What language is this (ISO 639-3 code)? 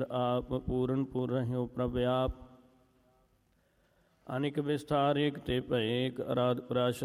pan